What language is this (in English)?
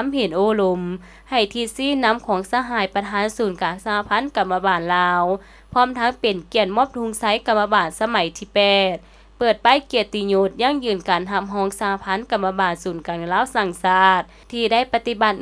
Lao